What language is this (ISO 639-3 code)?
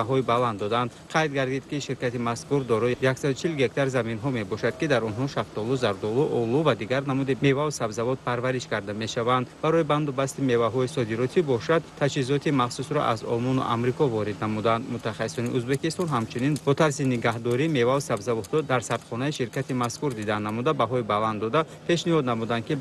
tgk